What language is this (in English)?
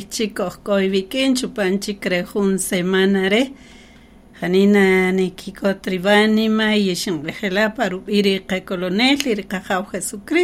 Kaqchikel